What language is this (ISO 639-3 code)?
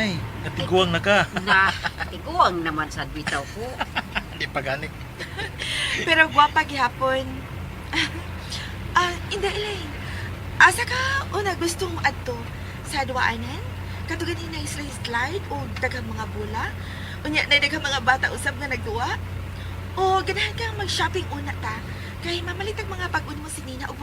ceb